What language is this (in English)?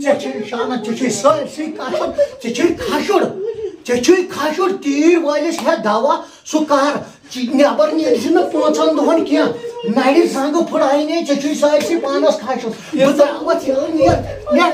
Kashmiri